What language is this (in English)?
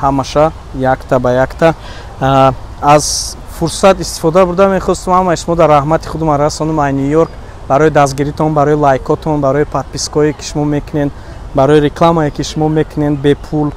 Tajik